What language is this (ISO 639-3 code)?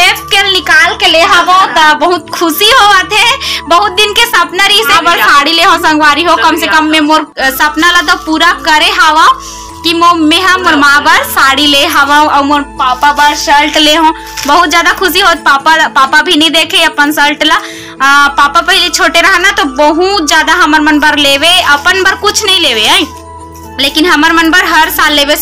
hne